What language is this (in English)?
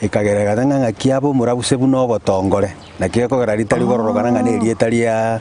Gusii